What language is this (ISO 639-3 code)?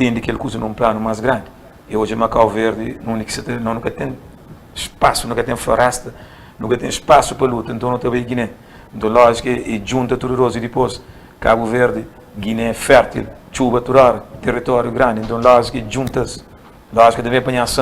kea